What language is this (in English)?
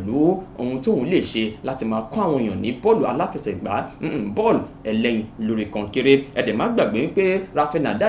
Yoruba